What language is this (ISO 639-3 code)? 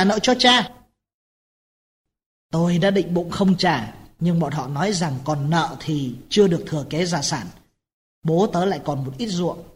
vie